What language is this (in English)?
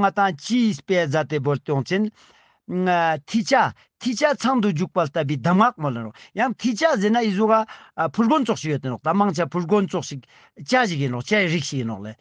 Ladakhi